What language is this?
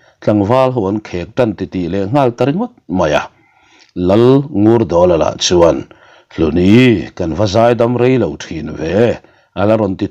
Mizo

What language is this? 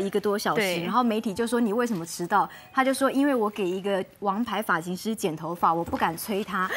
Chinese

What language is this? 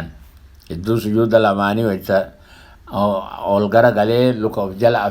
Oromo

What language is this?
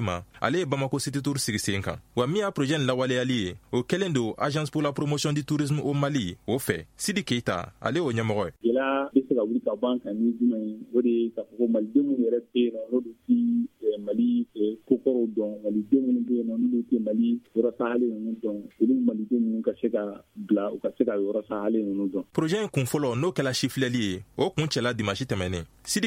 Bambara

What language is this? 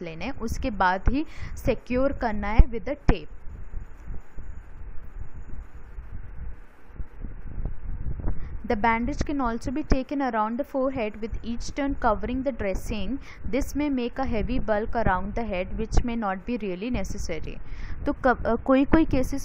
Hindi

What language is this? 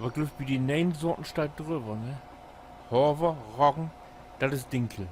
Low German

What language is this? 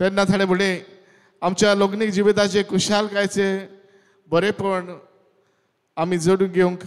Konkani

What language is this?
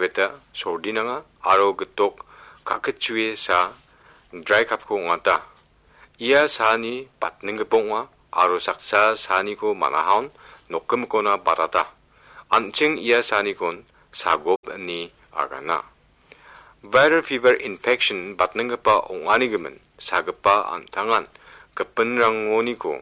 Garo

